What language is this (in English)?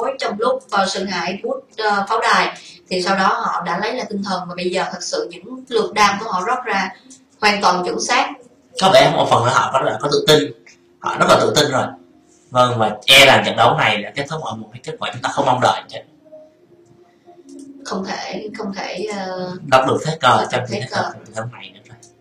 Vietnamese